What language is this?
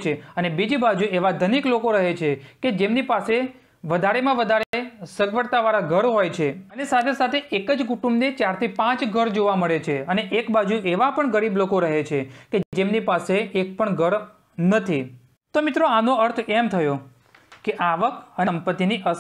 Gujarati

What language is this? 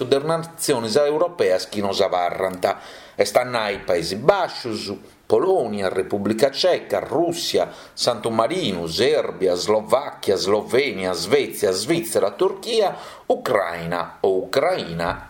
Sardinian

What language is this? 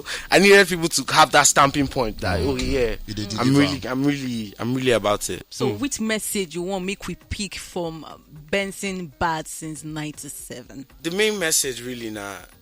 Nigerian Pidgin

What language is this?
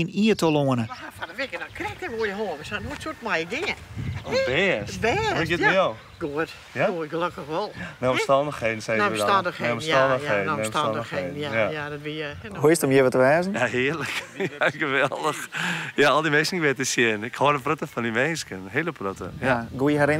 Western Frisian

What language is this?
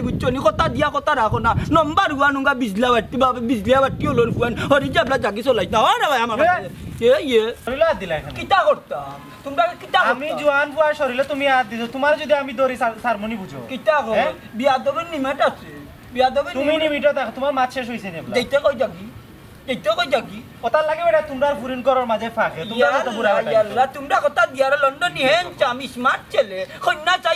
Sylheti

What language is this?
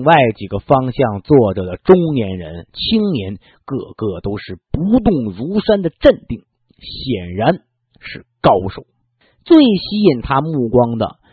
Chinese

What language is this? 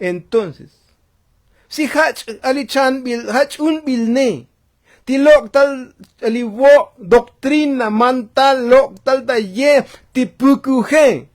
Tzotzil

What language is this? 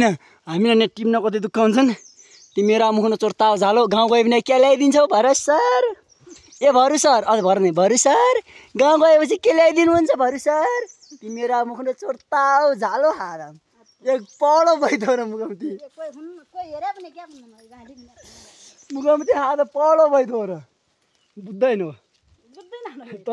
Nepali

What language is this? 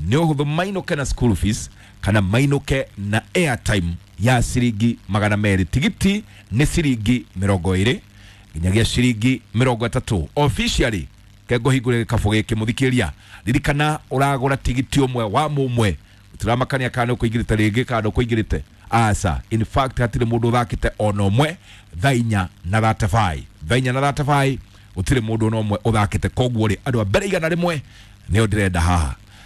Kikuyu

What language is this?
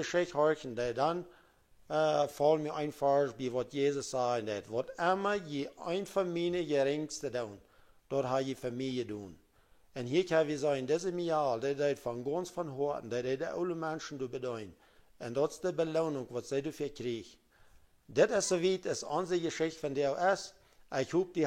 Plautdietsch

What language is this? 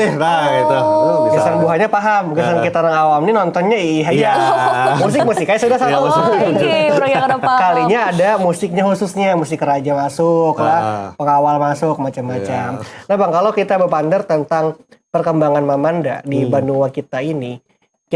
Banjar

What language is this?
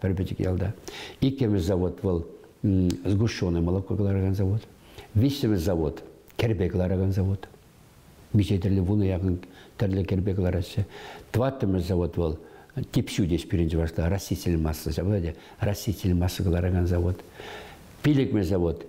Chuvash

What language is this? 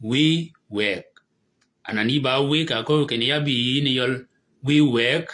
Shilluk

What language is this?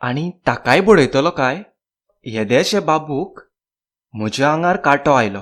Konkani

